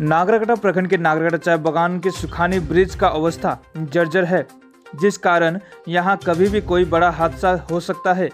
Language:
Sadri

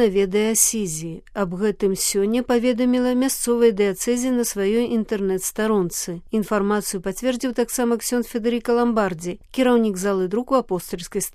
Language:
Belarusian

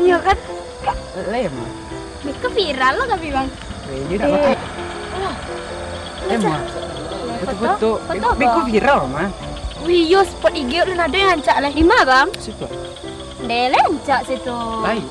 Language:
Minangkabau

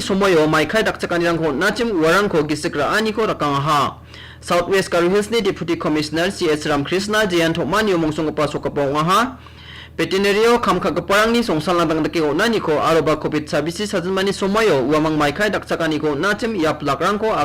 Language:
Garo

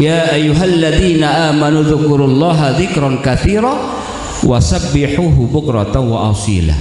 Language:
Sasak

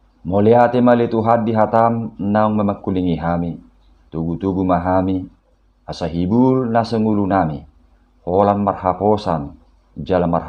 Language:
Batak Toba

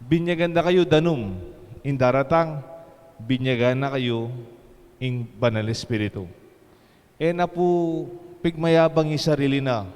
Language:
Pampanga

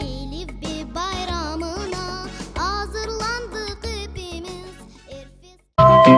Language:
Crimean Tatar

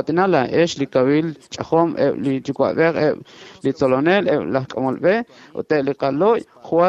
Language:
Kekchí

